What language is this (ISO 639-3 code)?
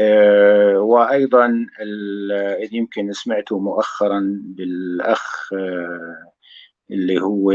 apc